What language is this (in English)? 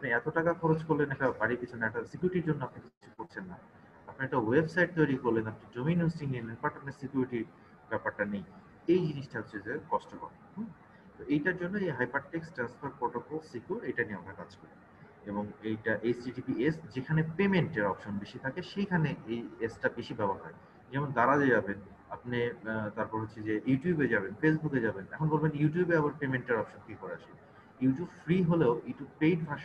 Bangla